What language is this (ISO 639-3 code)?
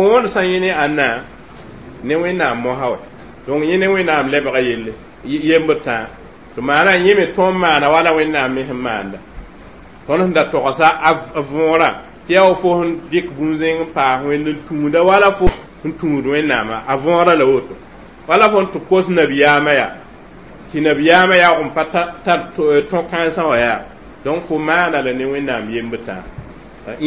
mos